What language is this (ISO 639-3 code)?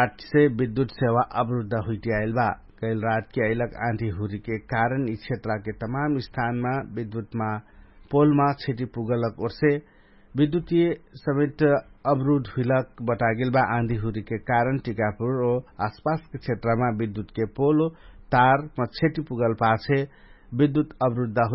thl